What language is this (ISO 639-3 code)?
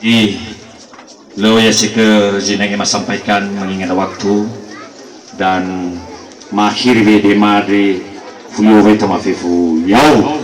nia